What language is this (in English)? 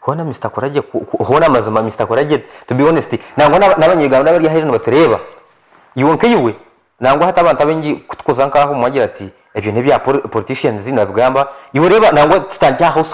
Nyankole